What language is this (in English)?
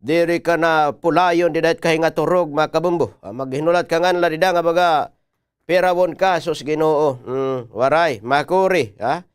Waray